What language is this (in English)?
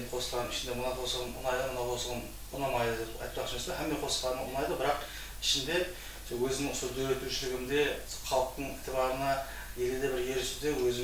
Kara-Kalpak